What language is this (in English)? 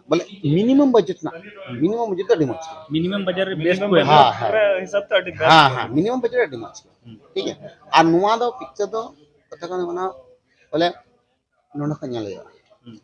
Santali